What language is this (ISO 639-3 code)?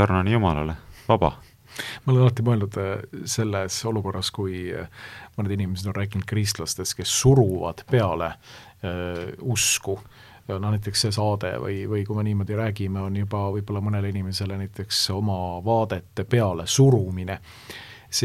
est